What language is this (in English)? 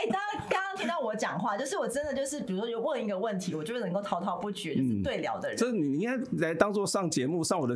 Chinese